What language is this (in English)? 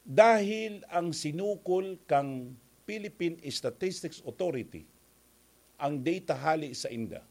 Bikol